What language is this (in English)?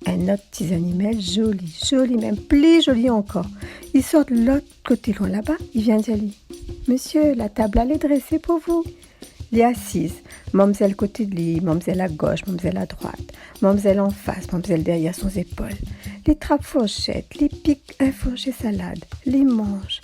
Réunion Creole French